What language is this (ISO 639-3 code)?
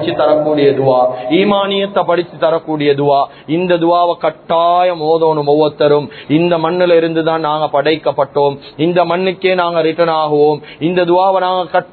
tam